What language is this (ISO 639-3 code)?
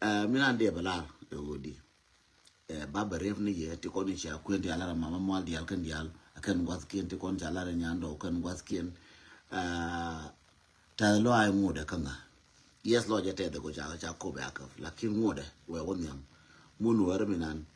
nus